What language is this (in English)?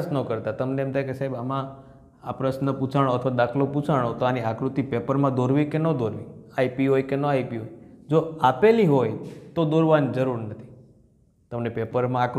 Gujarati